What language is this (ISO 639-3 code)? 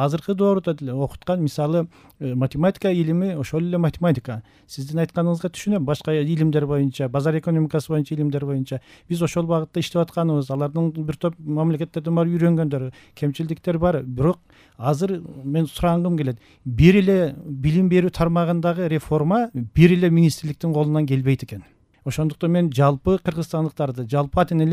kir